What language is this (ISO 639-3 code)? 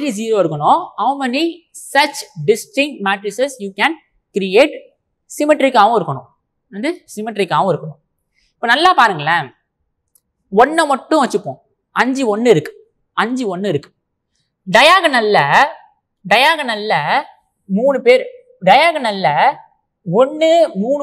tam